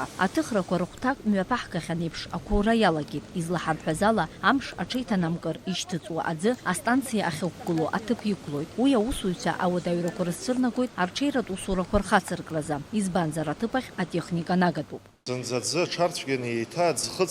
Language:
Abkhazian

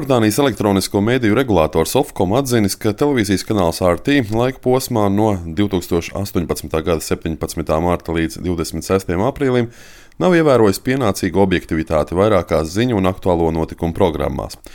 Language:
Latvian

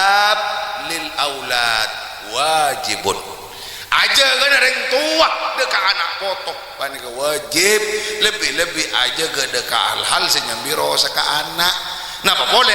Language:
Madurese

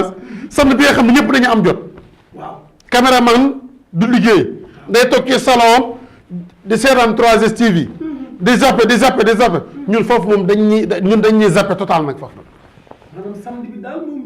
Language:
Wolof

